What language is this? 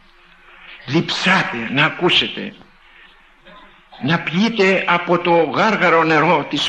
Greek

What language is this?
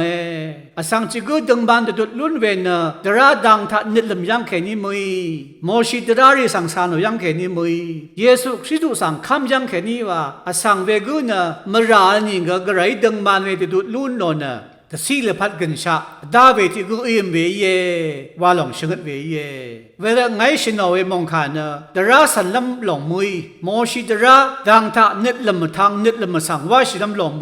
Rawang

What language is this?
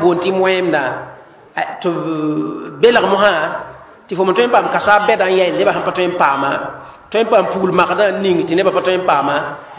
Mossi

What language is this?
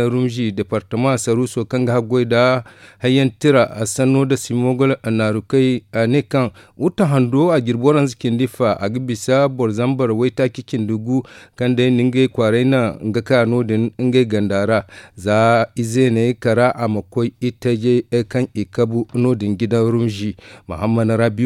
Zarma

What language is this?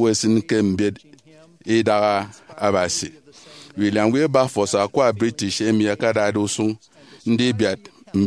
Efik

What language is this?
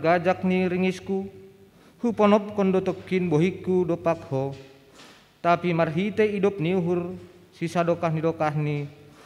Batak Simalungun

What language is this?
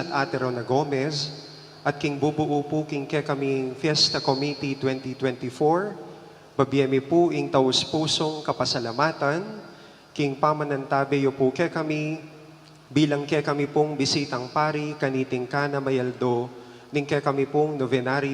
Pampanga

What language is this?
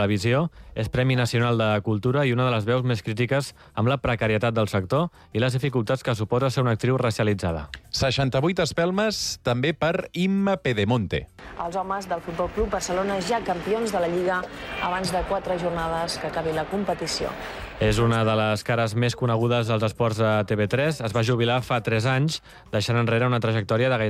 Catalan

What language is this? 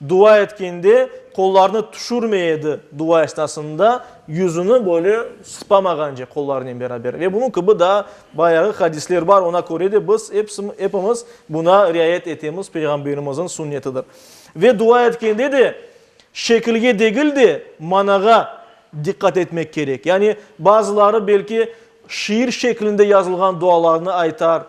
Crimean Tatar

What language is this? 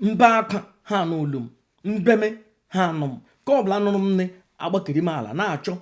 Igbo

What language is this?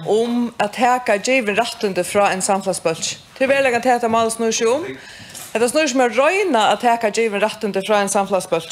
Faroese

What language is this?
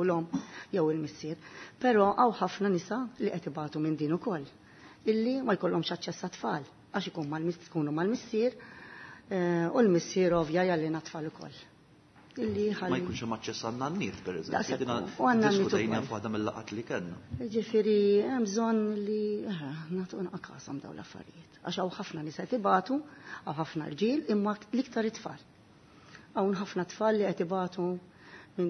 Maltese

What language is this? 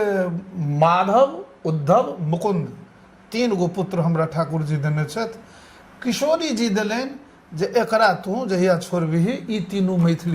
Maithili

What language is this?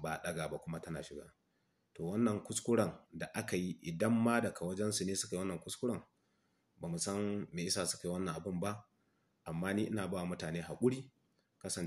Hausa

